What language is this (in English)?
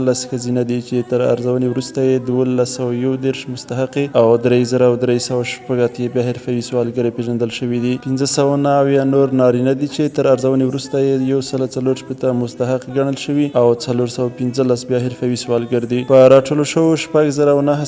Pashto